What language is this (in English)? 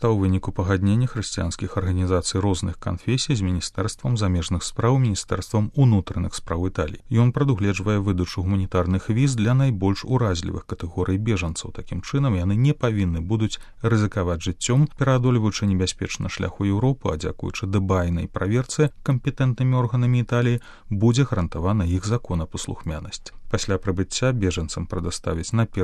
Belarusian